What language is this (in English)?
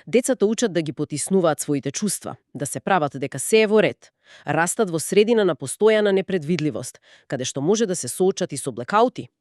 Macedonian